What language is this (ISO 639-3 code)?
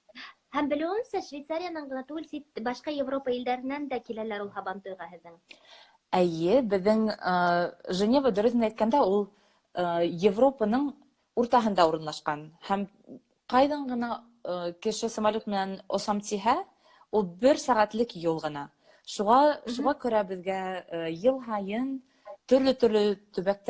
bak